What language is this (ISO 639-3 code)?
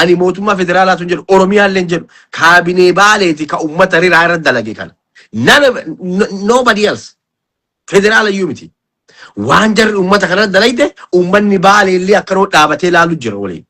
orm